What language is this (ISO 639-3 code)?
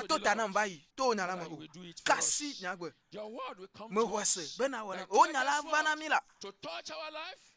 ewe